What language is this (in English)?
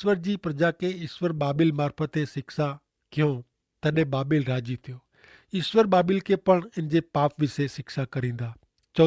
Kachhi